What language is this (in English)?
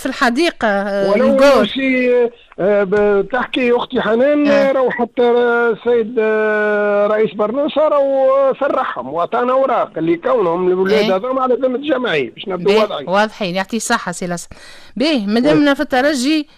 Tunisian Arabic